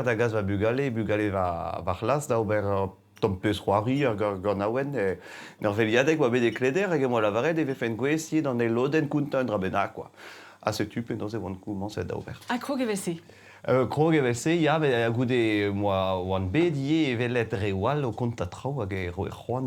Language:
Breton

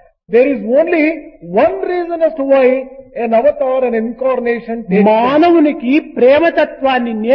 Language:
Telugu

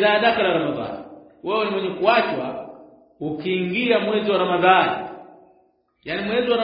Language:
Swahili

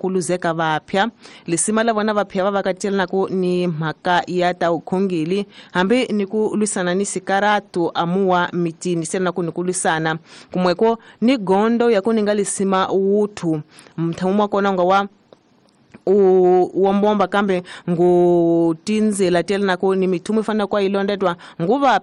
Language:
Tsonga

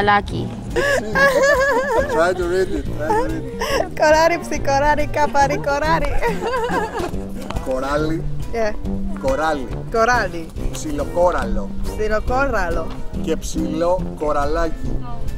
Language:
Greek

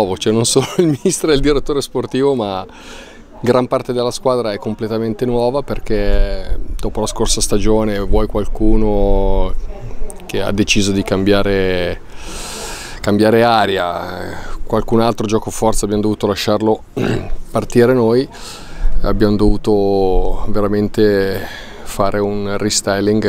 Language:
Italian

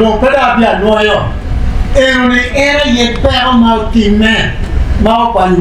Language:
Acoli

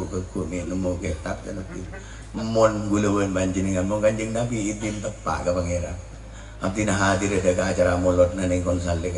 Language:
Madurese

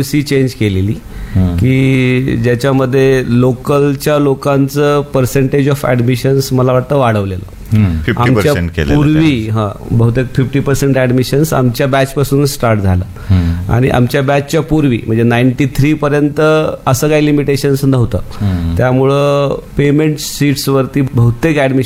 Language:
Marathi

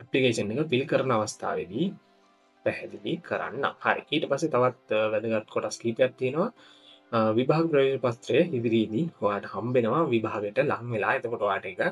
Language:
Sinhala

